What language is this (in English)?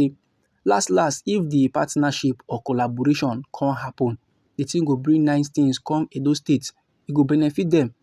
Nigerian Pidgin